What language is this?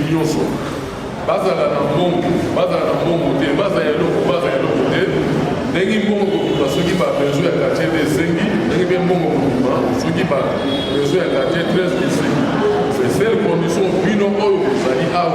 Lingala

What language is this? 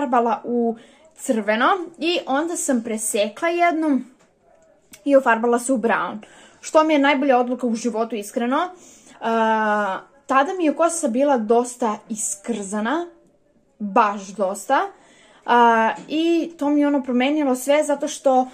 Serbian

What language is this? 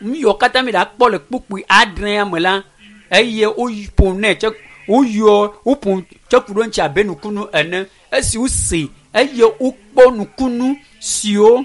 Ewe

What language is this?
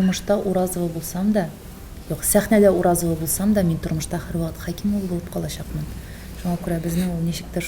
Tatar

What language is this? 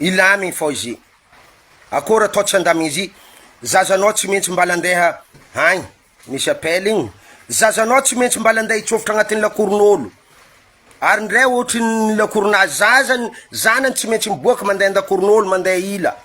Malagasy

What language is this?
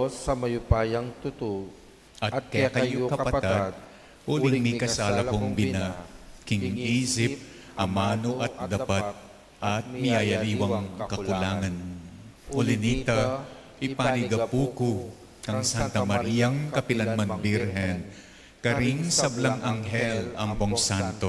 Pampanga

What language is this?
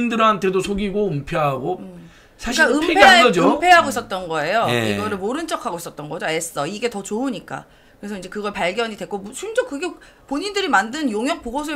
Korean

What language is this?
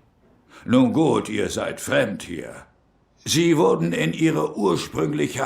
Swiss German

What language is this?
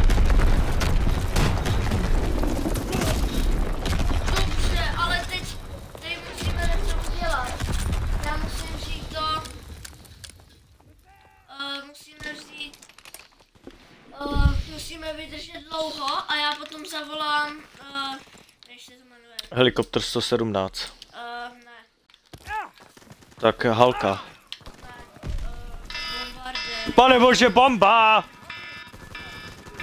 Czech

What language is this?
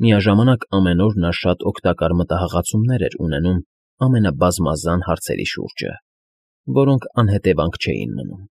Armenian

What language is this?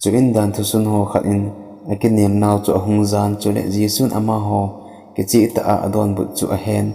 Thado Chin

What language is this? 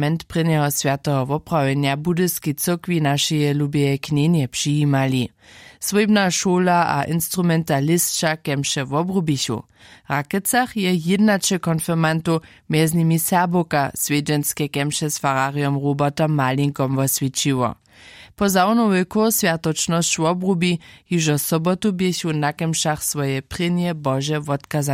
Upper Sorbian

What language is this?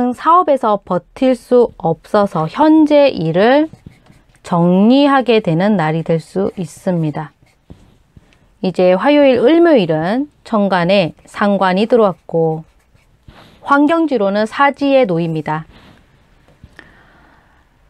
Korean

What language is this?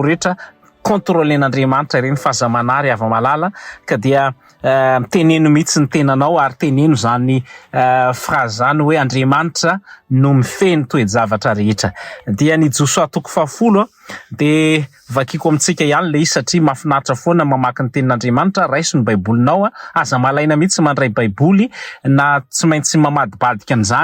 Malagasy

